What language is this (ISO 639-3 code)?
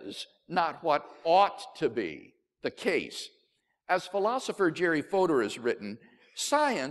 eng